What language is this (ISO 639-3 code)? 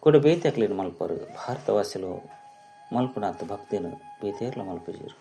tcy